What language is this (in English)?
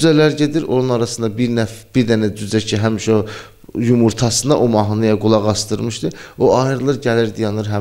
Azerbaijani